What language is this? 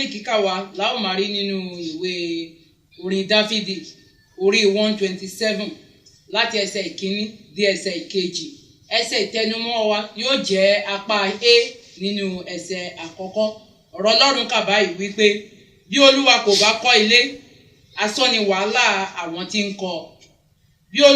Yoruba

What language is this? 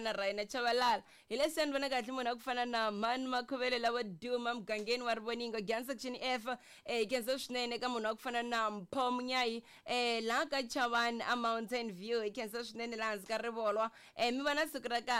Tsonga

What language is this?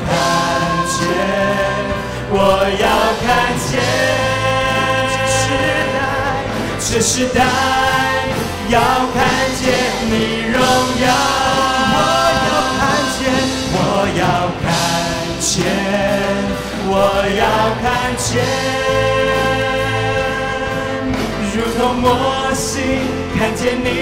Chinese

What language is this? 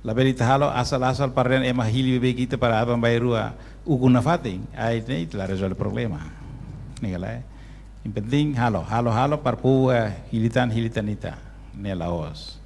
Tetum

